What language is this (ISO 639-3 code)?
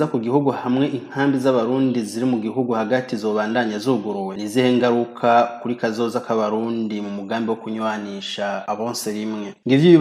run